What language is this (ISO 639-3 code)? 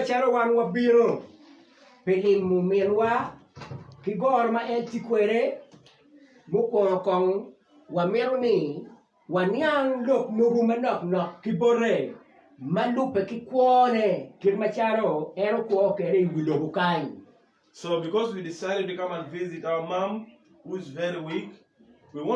ach